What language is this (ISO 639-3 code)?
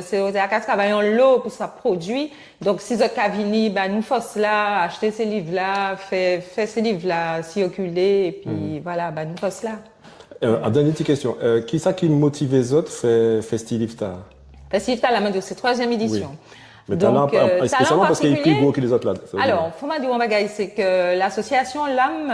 gcf